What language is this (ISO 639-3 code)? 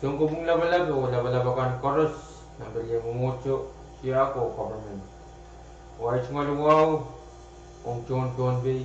pon